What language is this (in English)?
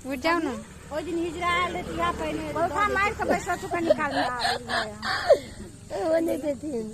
Maithili